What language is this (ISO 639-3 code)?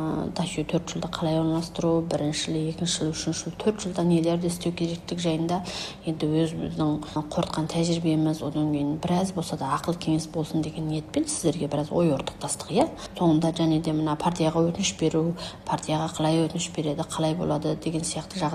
kaz